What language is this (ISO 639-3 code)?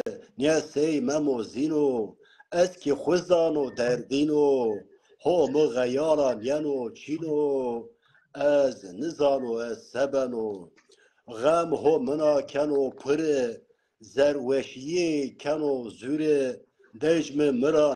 zza